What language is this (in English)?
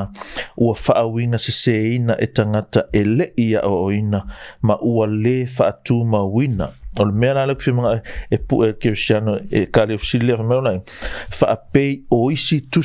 Samoan